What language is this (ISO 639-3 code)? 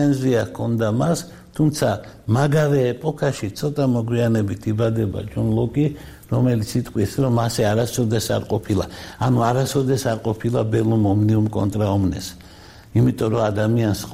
kat